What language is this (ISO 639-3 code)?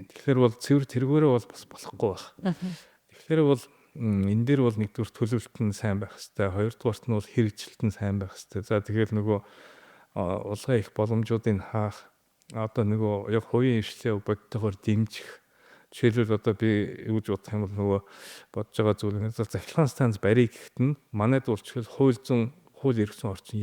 mon